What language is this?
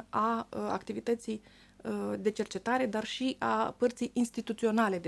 Romanian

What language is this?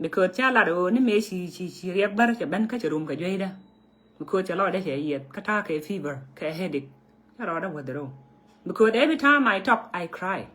Nuer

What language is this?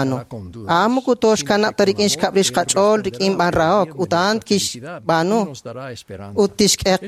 Kekchí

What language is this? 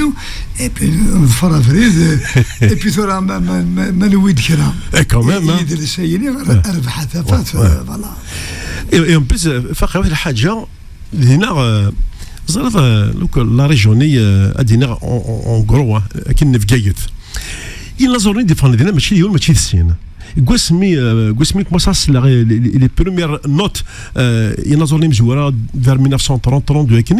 Kabyle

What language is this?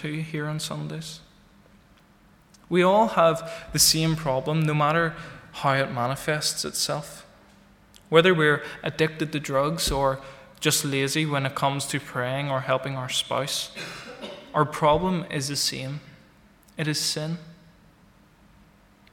English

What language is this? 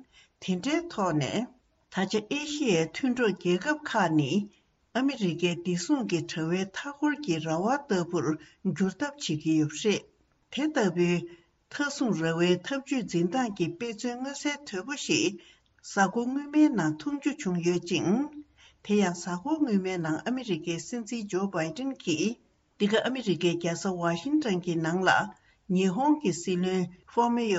Tibetan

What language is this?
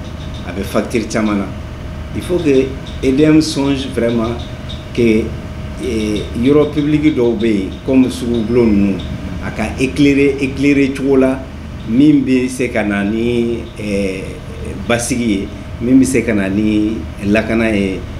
Bambara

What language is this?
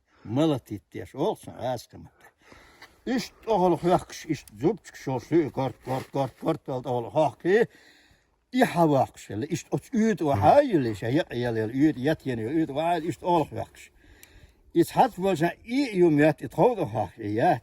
Chechen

